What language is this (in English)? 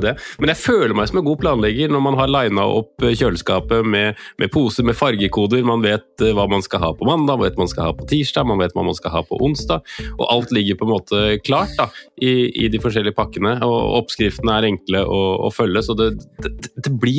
Norwegian